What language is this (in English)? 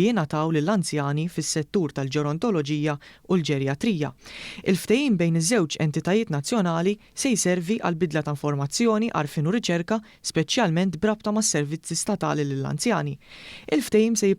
Maltese